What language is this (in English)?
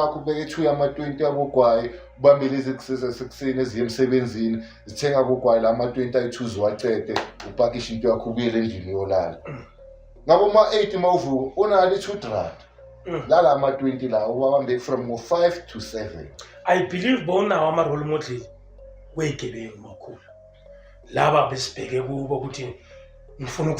Zulu